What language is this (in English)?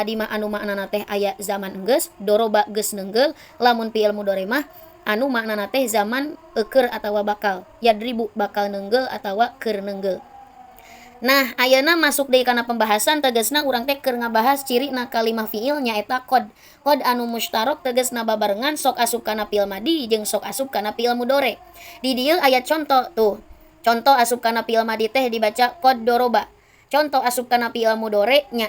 Sundanese